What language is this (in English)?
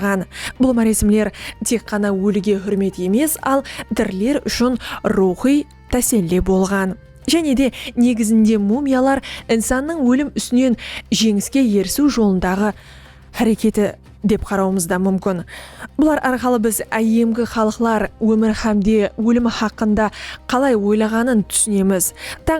Kara-Kalpak